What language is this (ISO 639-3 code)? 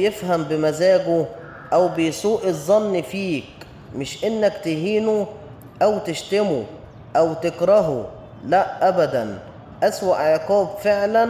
arz